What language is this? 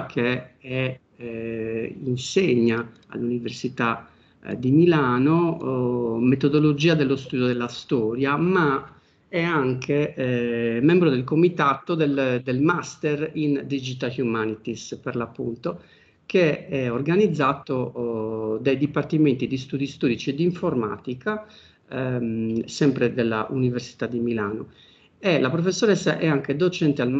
Italian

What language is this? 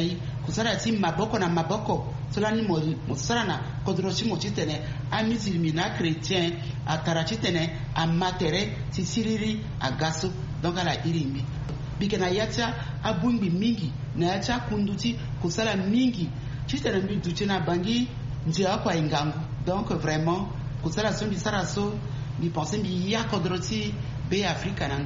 Sango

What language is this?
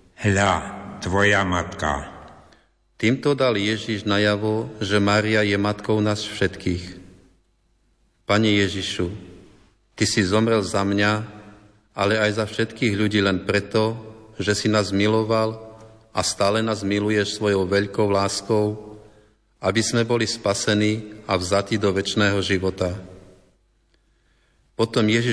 Slovak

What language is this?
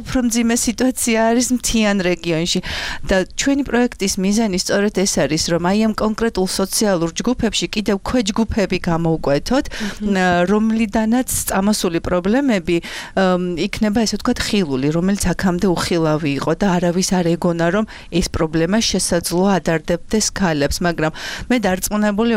Georgian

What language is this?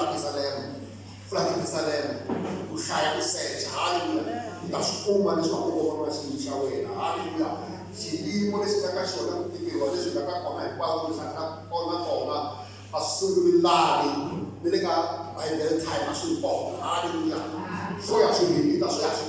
Tsonga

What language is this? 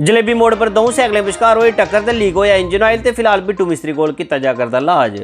Dogri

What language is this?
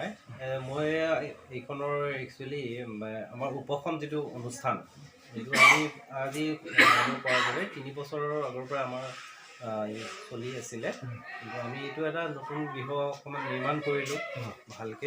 Assamese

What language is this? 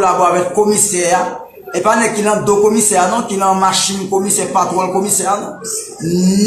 Haitian Creole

